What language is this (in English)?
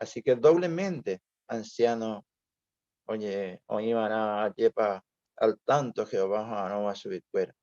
Guarani